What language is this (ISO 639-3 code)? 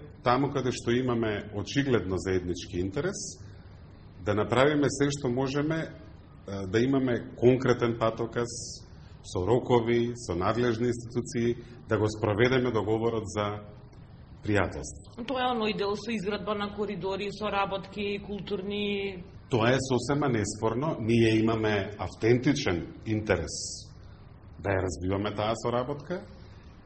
mkd